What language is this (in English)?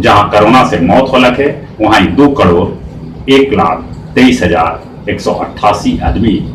Magahi